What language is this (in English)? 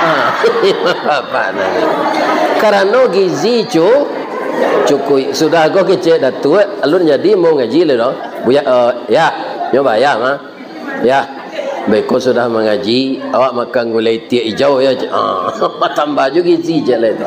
Minangkabau